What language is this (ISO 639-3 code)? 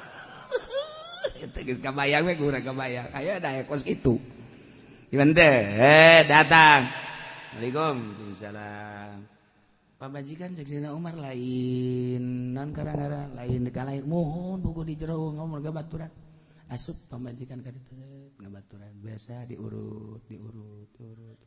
sun